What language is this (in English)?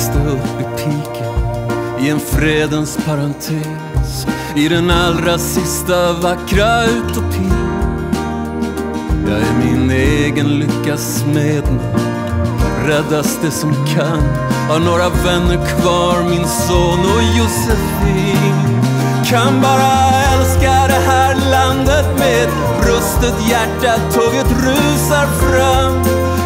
Swedish